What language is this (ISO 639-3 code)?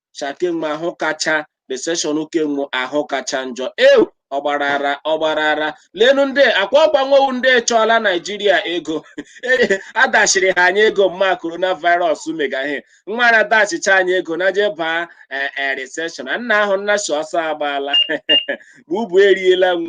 ibo